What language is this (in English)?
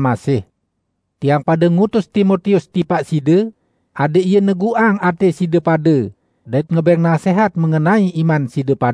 Sasak